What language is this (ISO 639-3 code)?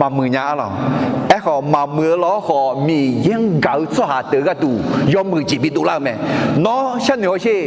ahk